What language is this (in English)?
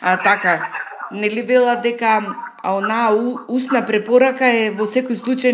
Macedonian